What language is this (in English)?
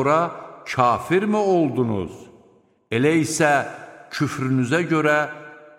Azerbaijani